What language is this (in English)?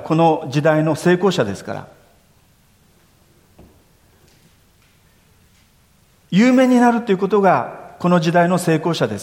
Japanese